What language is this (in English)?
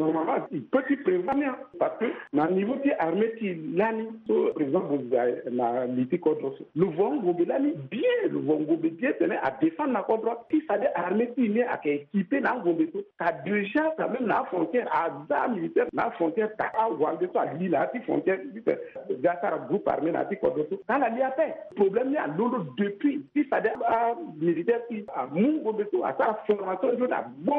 Sango